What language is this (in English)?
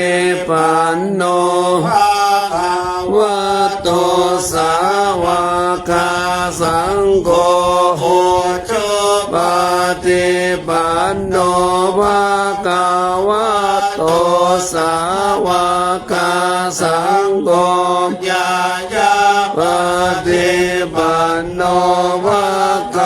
Pali